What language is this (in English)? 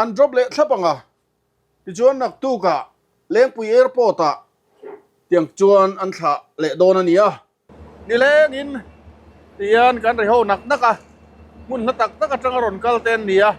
Mizo